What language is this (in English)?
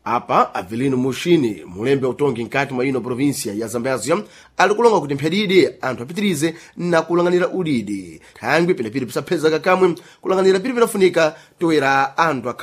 Sena